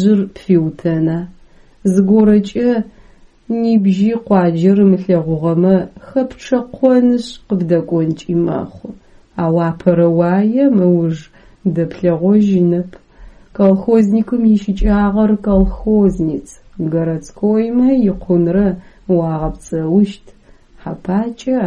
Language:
Adyghe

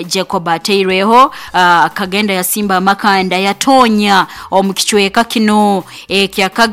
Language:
Nyoro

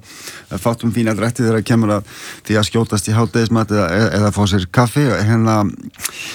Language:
Icelandic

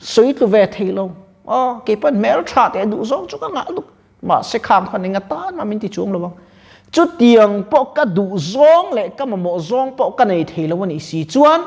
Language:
Mizo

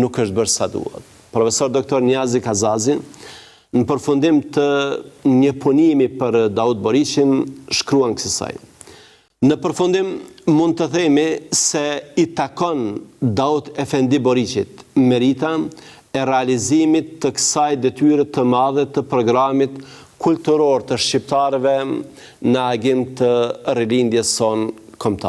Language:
Albanian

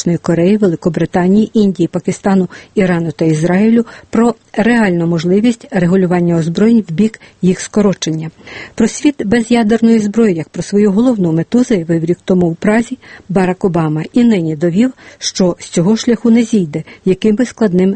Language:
Ukrainian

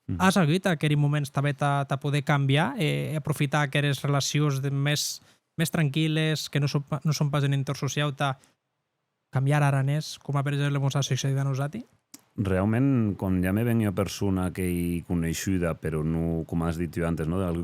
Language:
Occitan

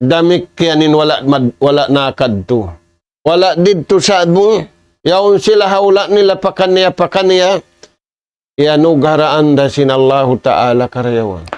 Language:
Tausug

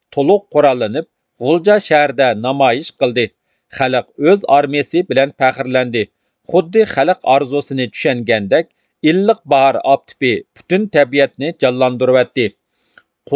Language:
Uyghur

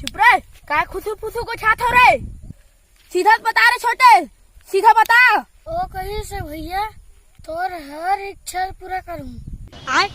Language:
Chhattisgarhi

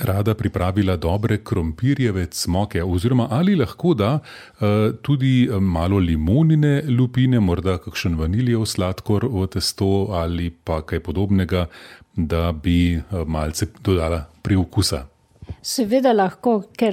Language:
Slovenian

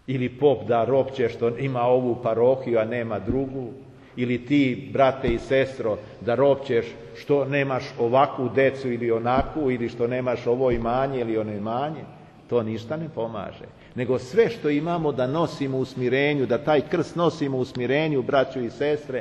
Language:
Serbian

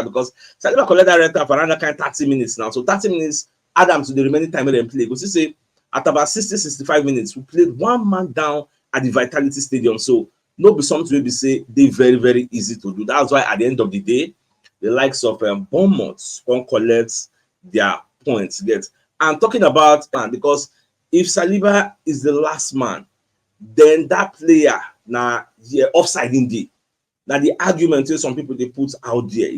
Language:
Nigerian Pidgin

